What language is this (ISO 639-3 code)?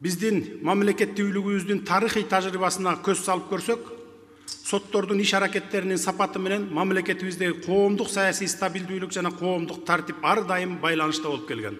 kir